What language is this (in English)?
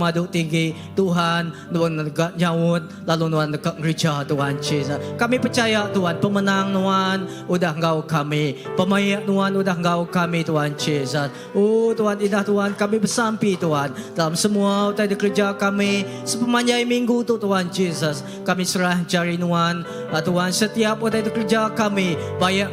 Iban